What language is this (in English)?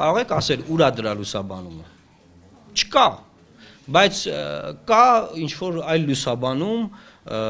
Armenian